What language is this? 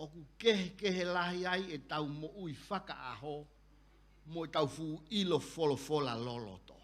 Tongan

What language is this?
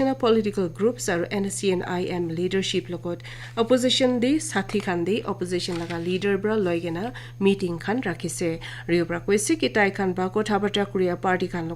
Naga Pidgin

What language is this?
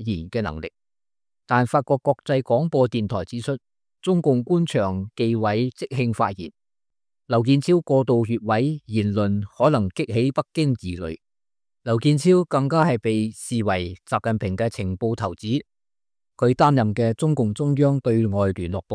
Cantonese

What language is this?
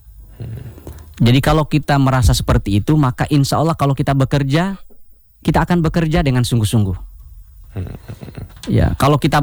Indonesian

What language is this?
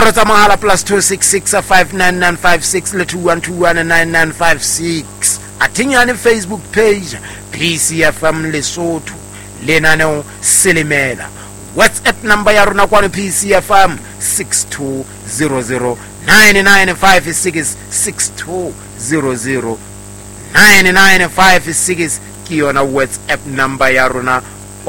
Southern Sotho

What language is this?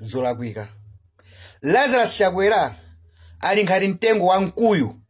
Nyanja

